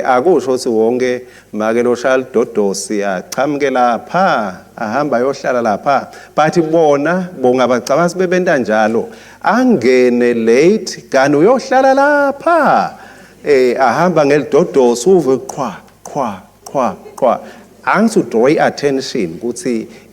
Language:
Swati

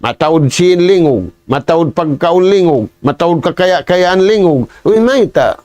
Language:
Tausug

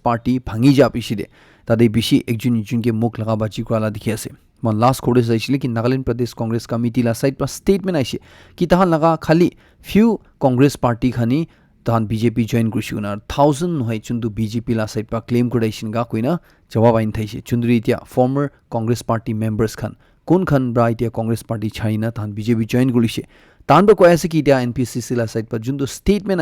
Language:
Naga Pidgin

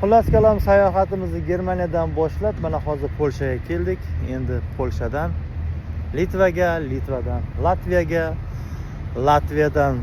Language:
Uzbek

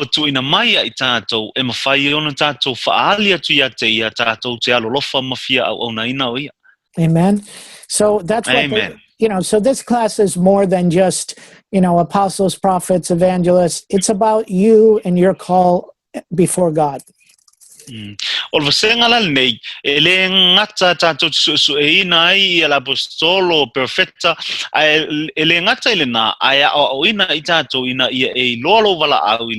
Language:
Samoan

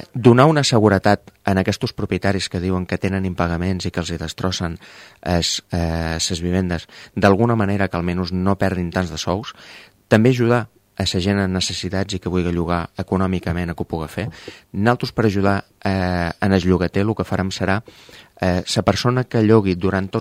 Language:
Catalan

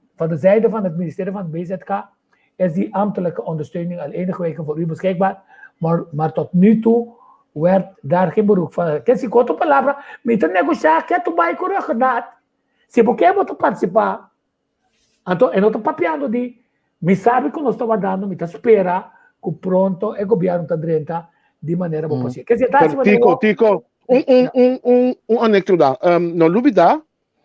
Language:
Papiamento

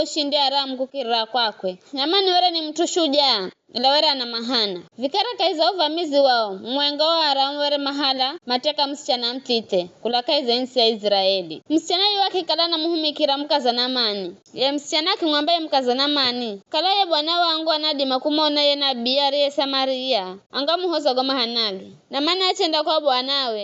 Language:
Giryama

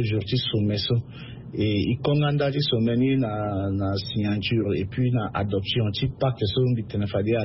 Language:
Sango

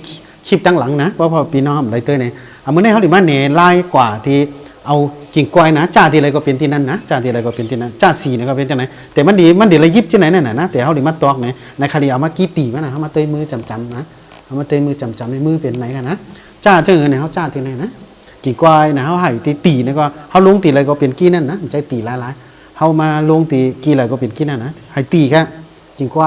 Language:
Shan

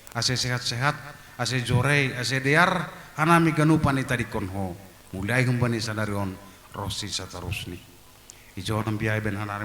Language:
Batak Simalungun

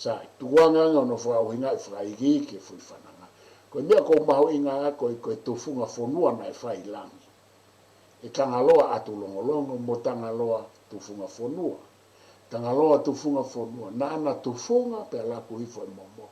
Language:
Tongan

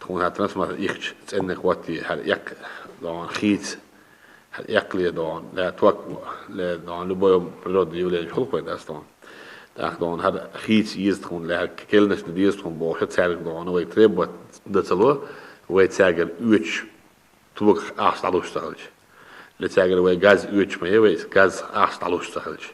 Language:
Chechen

